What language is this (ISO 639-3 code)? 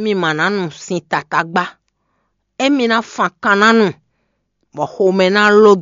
fon